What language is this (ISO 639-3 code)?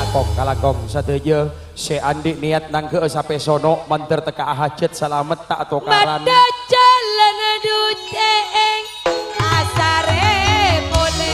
mad